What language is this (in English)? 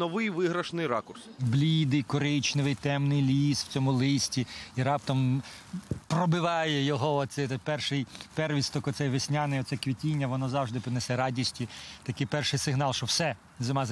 Ukrainian